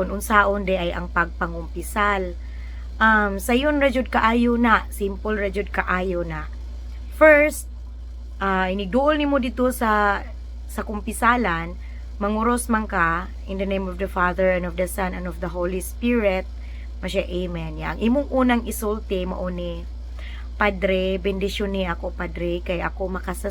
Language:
Cebuano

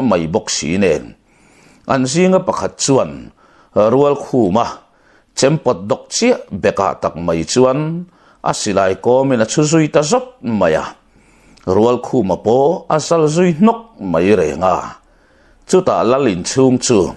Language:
Mizo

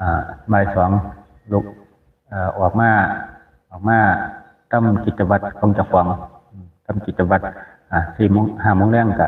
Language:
Northeastern Thai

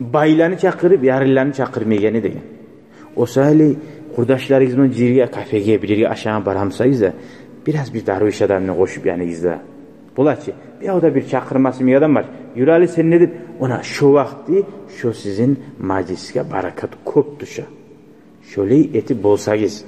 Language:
Kumyk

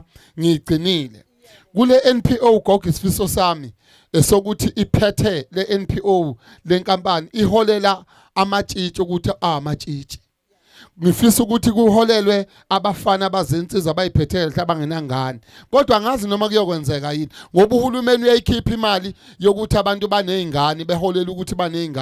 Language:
Zulu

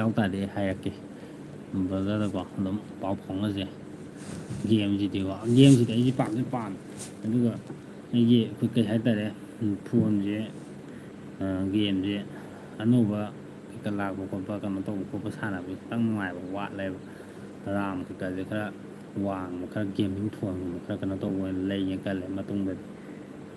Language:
Manipuri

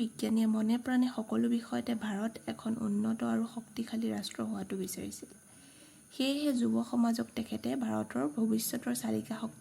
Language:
Assamese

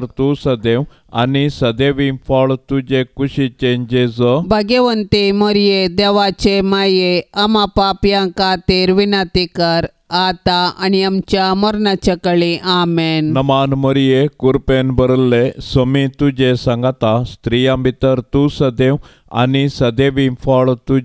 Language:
Konkani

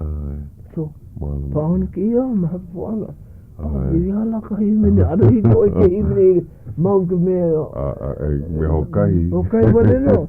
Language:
Hawaiian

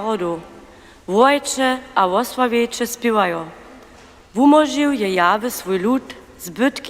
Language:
Upper Sorbian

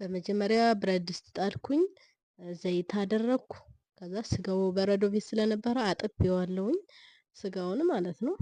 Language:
Amharic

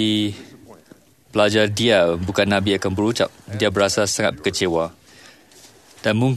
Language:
Malay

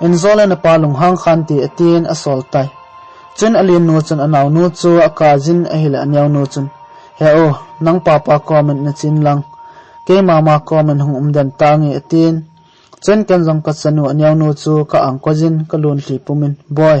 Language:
Thado Chin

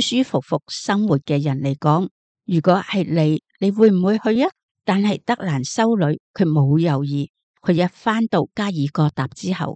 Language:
Cantonese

